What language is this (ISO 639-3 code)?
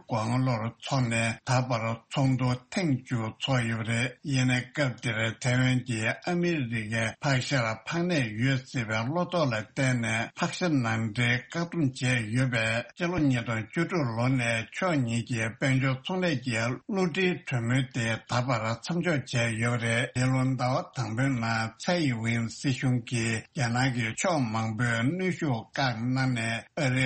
bod